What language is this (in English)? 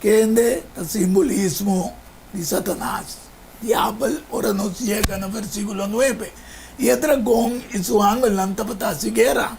Papiamento